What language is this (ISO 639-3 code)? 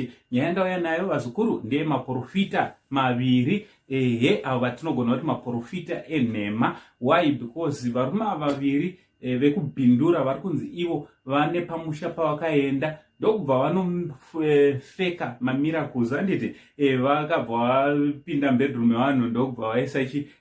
sna